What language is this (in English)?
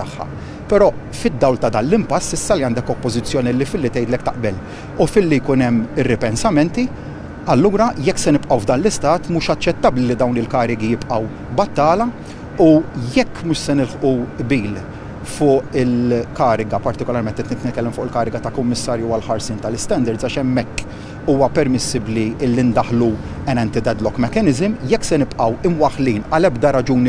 Maltese